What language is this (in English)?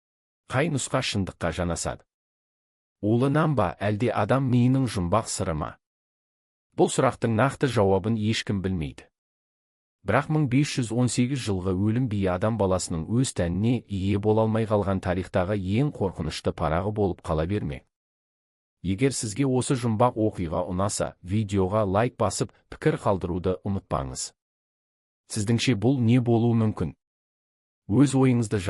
Kazakh